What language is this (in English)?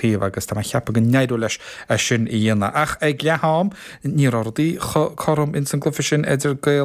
Irish